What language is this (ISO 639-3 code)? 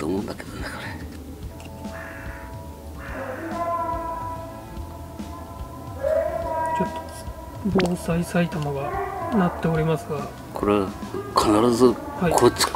jpn